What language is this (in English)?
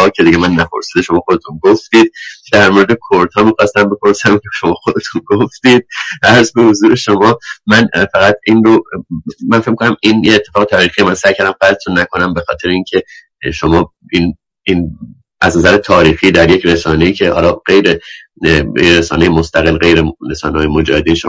Persian